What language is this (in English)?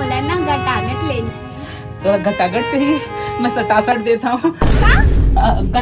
Chhattisgarhi